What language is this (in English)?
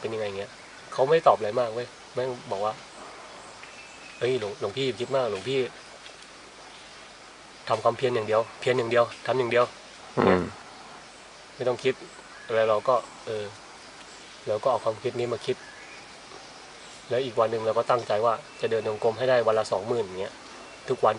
Thai